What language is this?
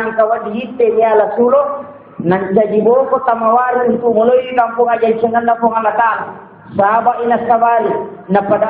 Buginese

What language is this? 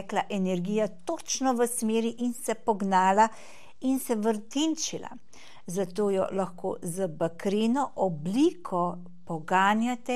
Slovenian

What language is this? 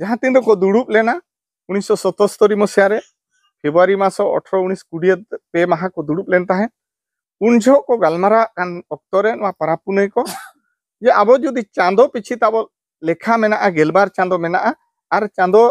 Santali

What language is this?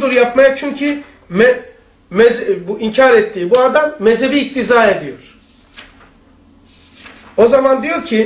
Turkish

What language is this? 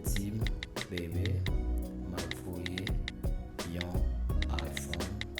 Haitian Creole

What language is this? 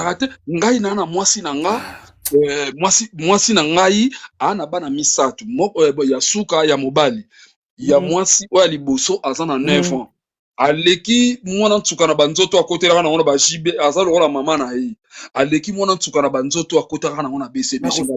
Lingala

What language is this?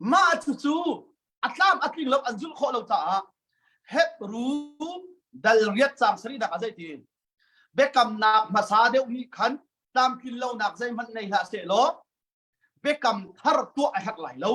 Hakha Chin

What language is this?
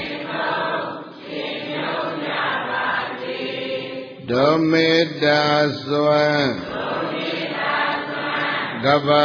Burmese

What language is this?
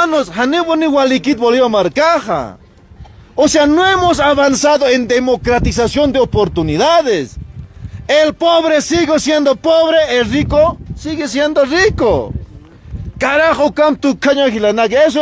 Ayacucho Quechua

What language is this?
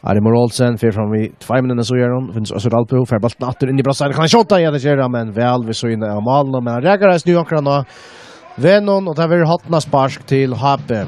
Faroese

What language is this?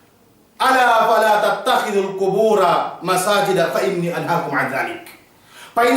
Yakan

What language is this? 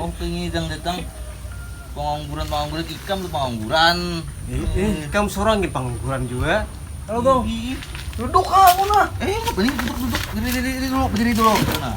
Banjar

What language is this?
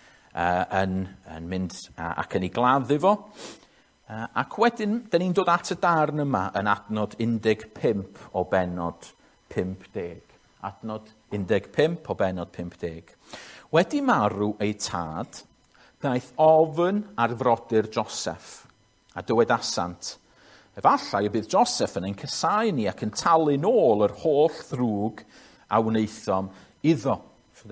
Welsh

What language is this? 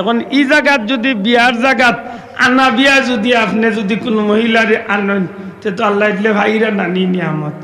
Sylheti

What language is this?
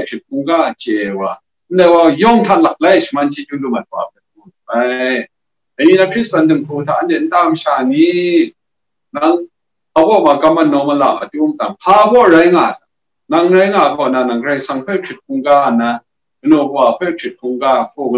Kachin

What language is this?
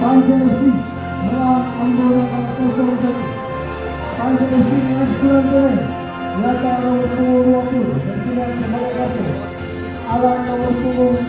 Ambonese Malay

